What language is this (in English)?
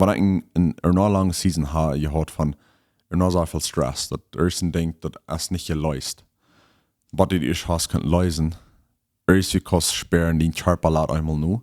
Plautdietsch